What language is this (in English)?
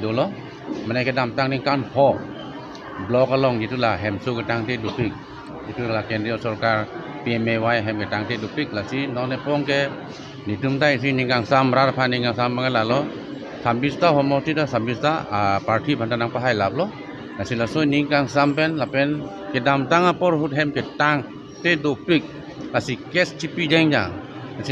Karbi